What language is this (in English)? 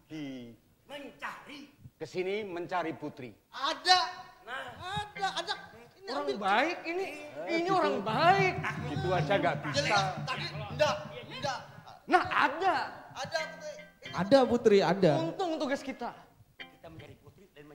Banjar